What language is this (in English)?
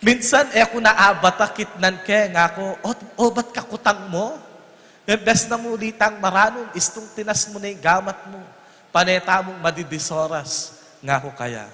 Pampanga